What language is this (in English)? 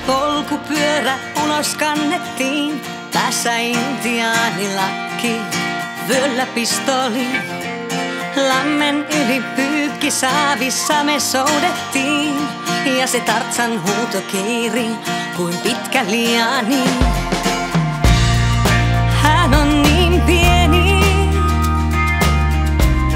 Finnish